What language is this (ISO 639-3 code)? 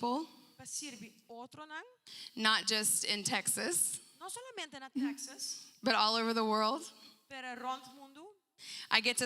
pap